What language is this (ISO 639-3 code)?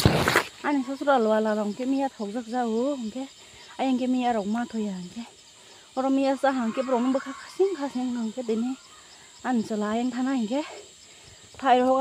trp